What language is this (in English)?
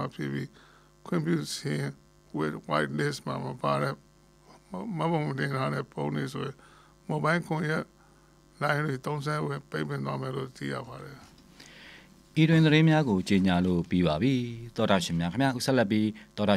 Burmese